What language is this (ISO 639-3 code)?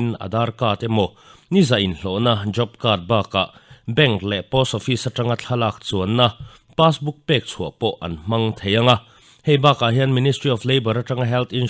lus